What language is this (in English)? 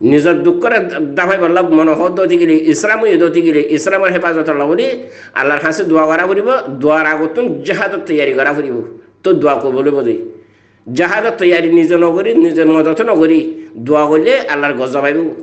Rohingya